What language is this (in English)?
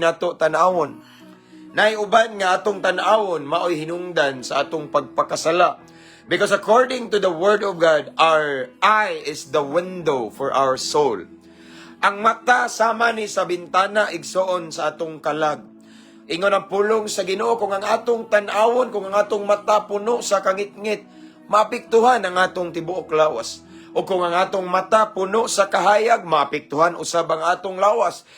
Cebuano